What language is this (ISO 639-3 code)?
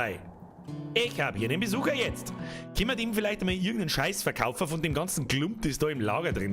bar